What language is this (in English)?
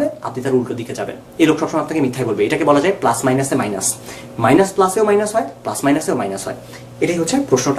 Bangla